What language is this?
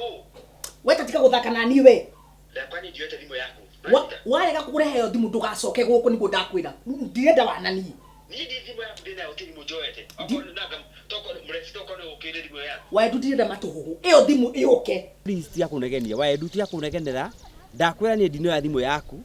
Kikuyu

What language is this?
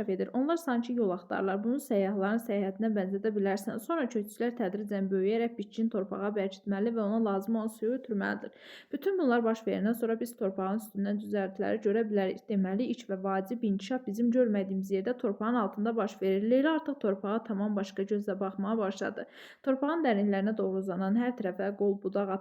Azerbaijani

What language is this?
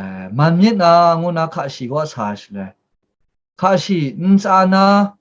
Kachin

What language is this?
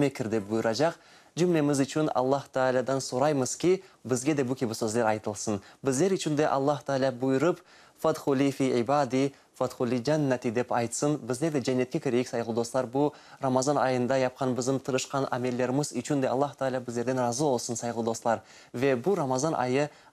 Crimean Tatar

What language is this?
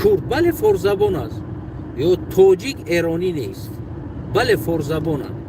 Tajik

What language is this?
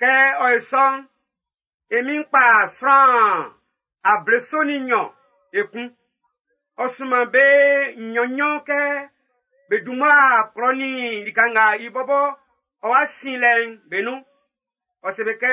Baoulé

